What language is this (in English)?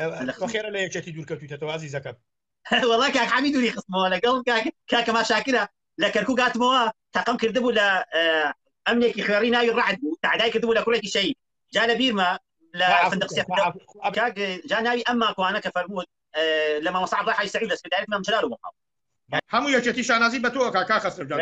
Central Kurdish